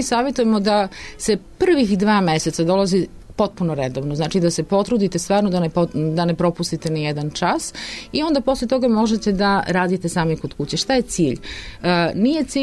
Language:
Serbian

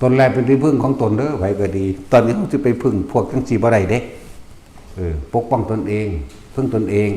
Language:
Northeastern Thai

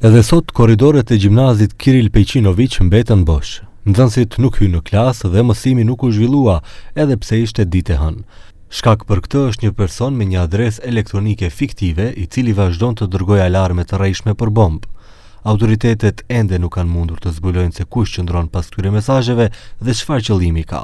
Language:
Albanian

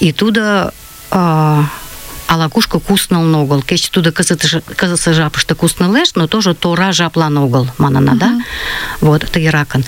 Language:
Mari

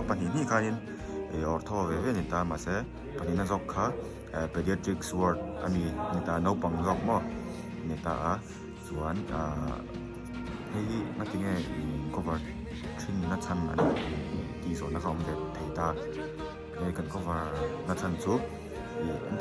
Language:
Mizo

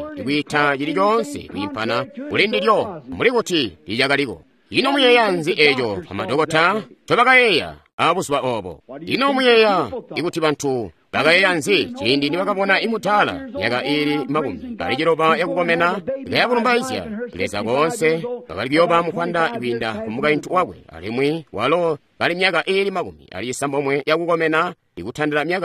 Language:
Tonga (Zambia)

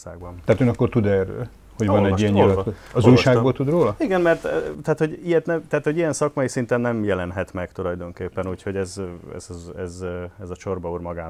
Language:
Hungarian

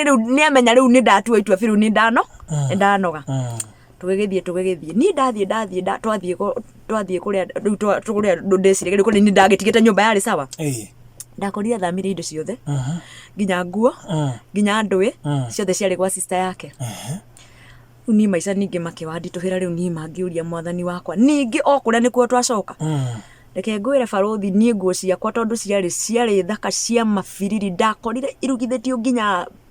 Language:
Kikuyu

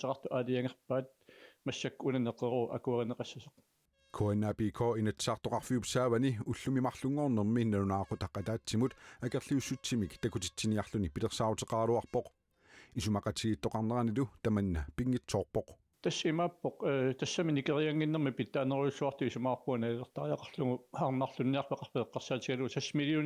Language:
Kalaallisut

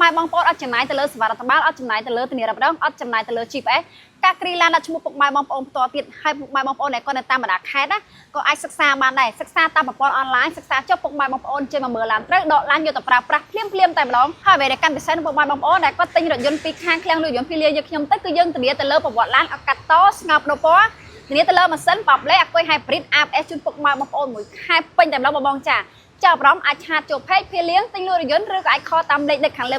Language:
Khmer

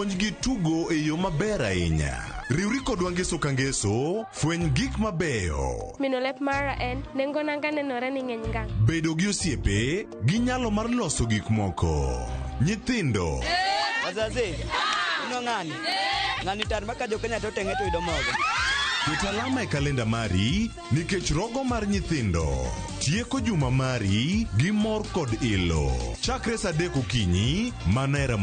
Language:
Luo (Kenya and Tanzania)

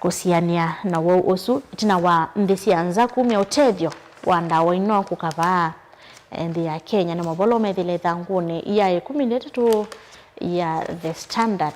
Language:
Kamba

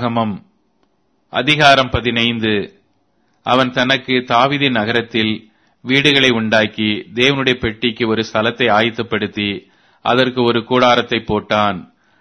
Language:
Tamil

